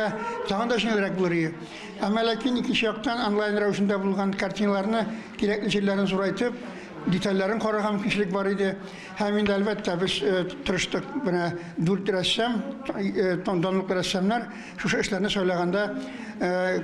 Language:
Tatar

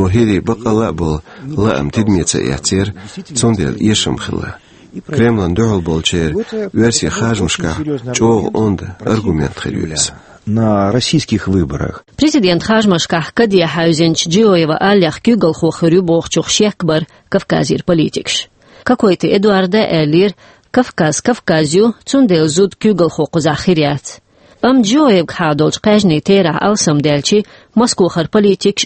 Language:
Chechen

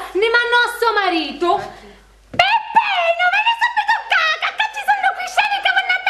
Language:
Sicilian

